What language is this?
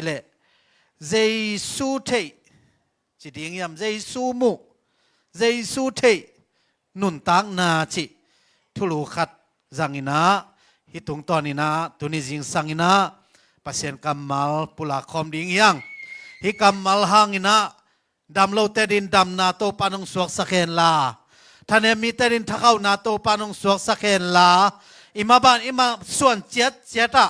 Tedim Chin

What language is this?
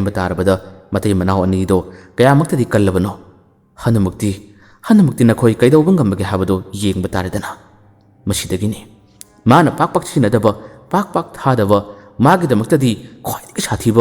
Manipuri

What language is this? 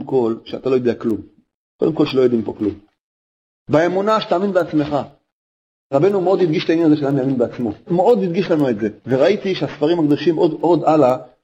Hebrew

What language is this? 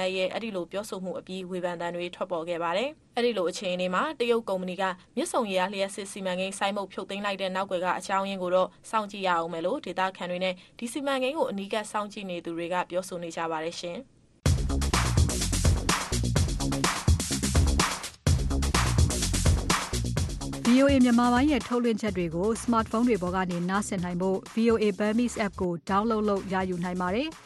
Burmese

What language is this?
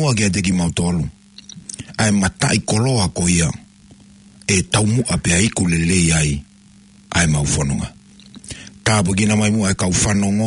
Tongan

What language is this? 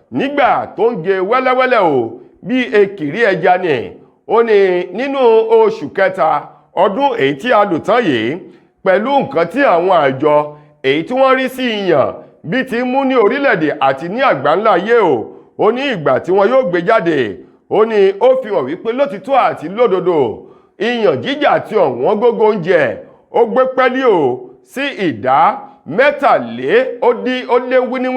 Yoruba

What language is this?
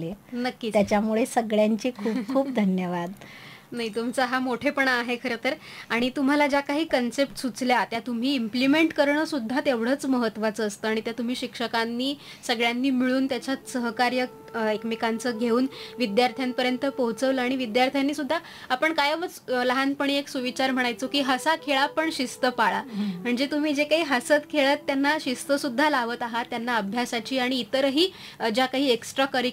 Marathi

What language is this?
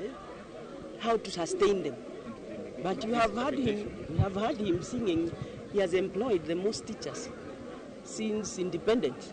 Luo (Kenya and Tanzania)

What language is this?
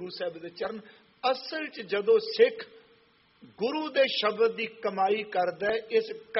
Punjabi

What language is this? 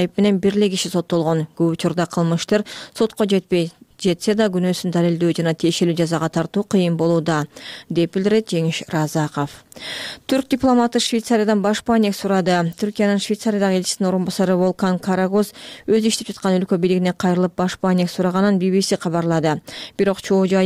Kyrgyz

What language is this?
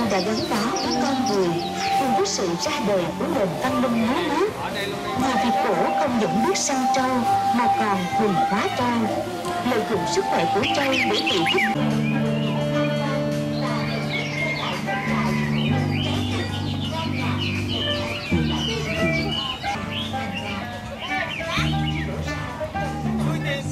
Vietnamese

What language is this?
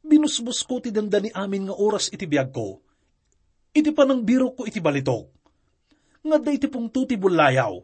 Iloko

